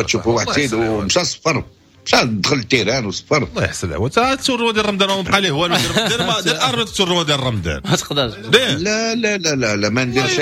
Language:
Moroccan Arabic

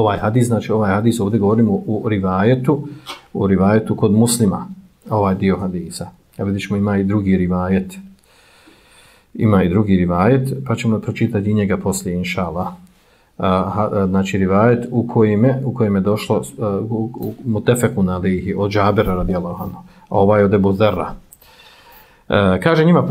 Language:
Bosnian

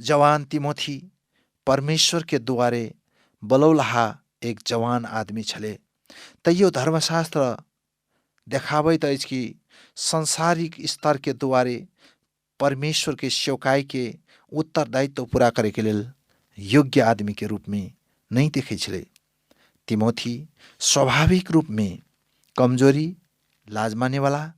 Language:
Maithili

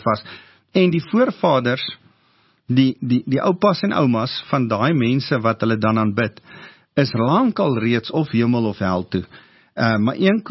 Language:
Afrikaans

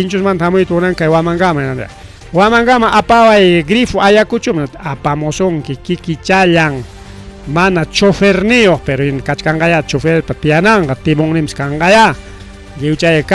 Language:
Ayacucho Quechua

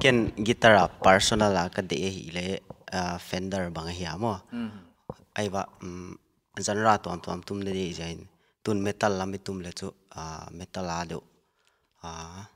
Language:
Paite Chin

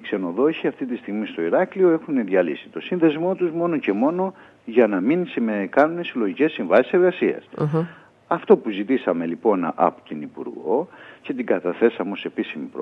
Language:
Greek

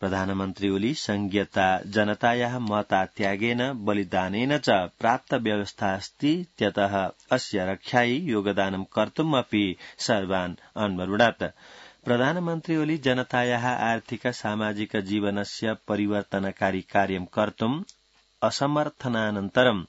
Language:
Sanskrit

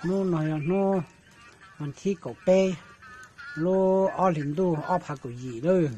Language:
Hmong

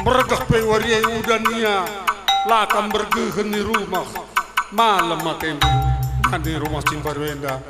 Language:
Batak Karo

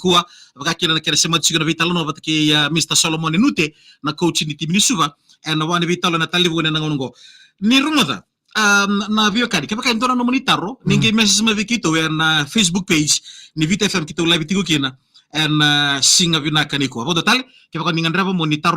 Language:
Fijian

